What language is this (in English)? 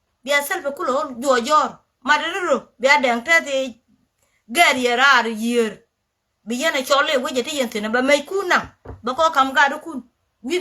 Nuer